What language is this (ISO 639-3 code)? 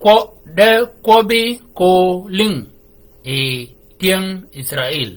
shk